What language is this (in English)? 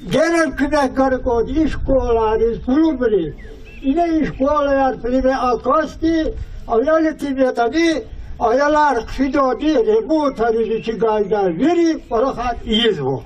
Lezghian